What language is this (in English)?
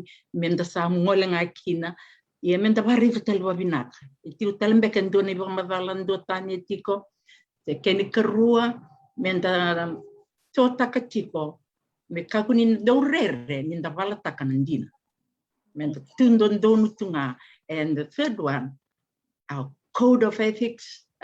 Fijian